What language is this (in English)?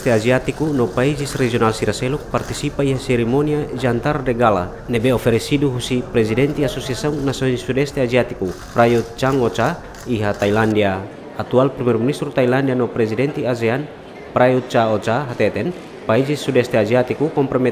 Tetum